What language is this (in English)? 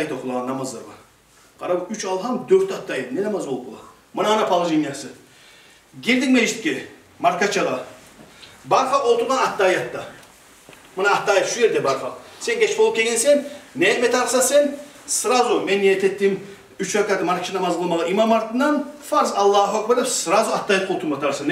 Kumyk